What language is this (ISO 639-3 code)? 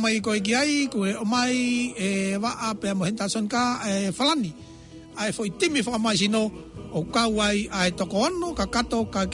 ton